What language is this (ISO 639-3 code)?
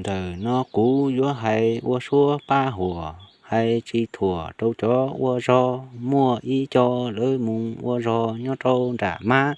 hmn